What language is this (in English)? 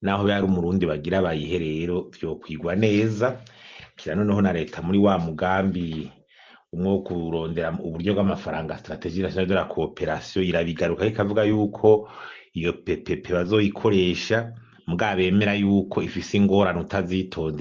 Rundi